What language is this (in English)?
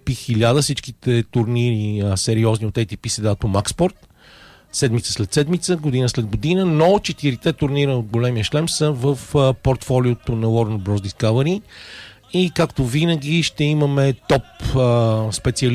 Bulgarian